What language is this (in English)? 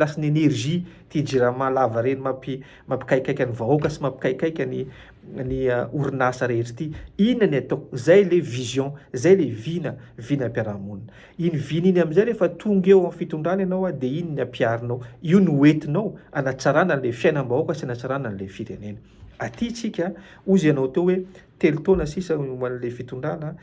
Malagasy